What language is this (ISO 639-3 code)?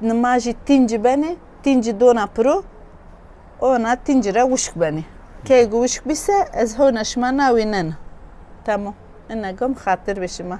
zza